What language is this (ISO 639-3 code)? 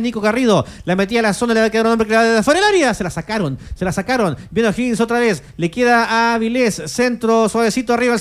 spa